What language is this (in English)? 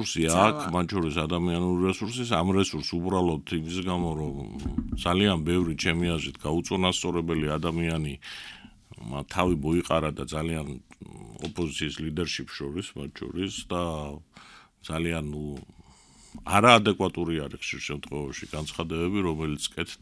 Georgian